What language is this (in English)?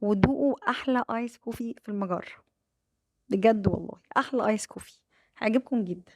Egyptian Arabic